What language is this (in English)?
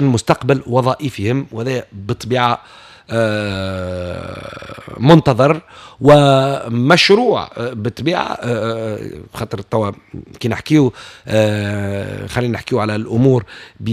Tunisian Arabic